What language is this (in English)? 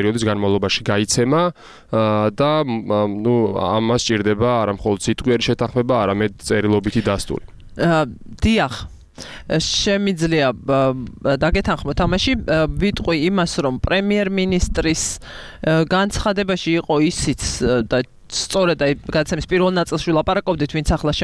Georgian